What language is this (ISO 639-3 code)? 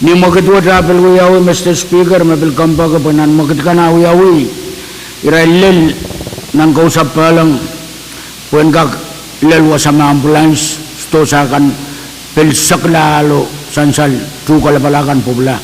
pon